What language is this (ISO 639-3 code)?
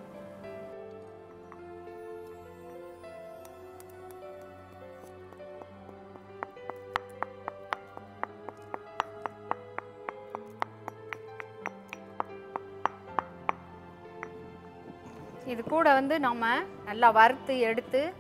tam